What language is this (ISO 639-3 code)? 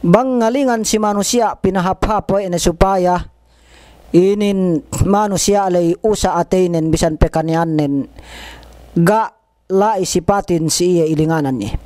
yka